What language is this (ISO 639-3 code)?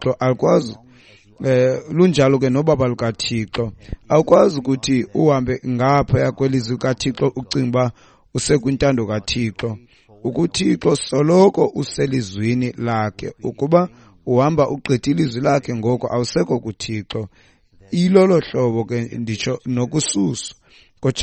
xho